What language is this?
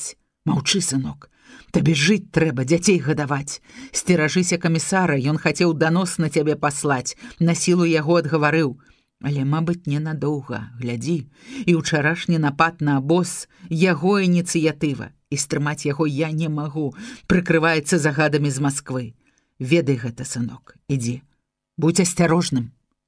Belarusian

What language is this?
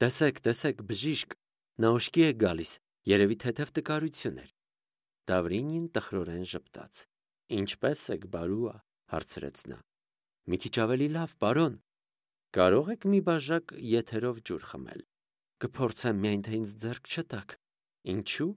Armenian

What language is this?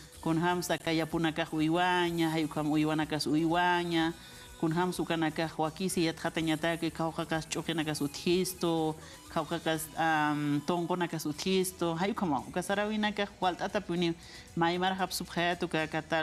Aymara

